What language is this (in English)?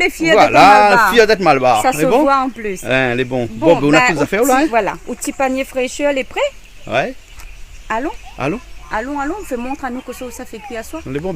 Réunion Creole French